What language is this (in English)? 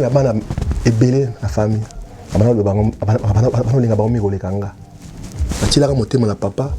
Lingala